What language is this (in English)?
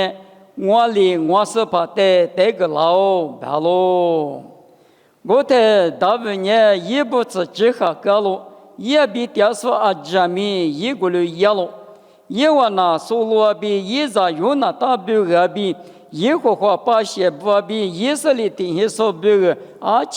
Lisu